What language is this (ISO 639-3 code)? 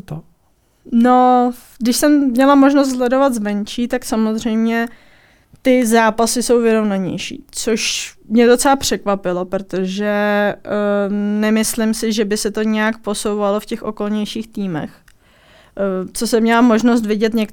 ces